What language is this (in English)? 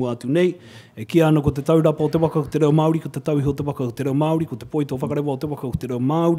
Māori